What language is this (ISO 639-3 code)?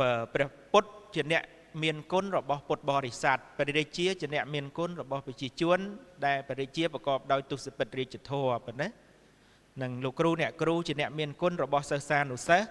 khm